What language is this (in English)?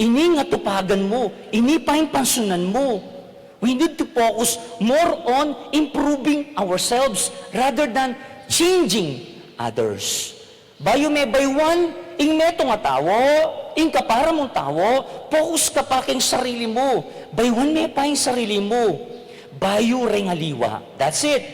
Pampanga